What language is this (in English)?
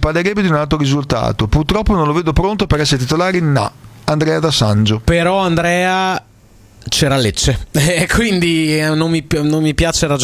Italian